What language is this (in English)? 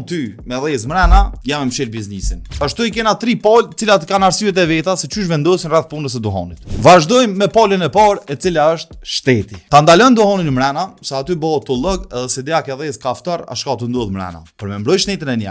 Albanian